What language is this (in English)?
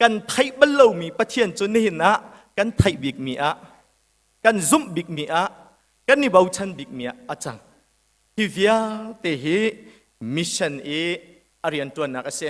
Hakha Chin